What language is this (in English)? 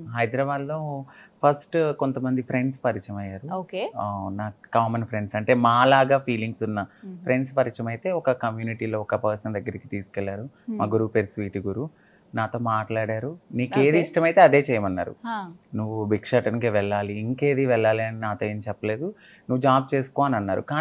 Telugu